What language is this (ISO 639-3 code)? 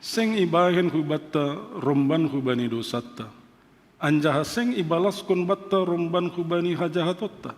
bts